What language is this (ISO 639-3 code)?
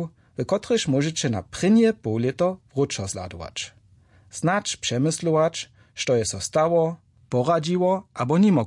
hsb